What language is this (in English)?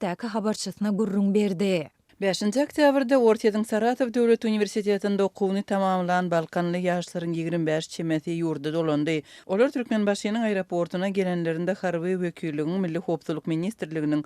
Turkmen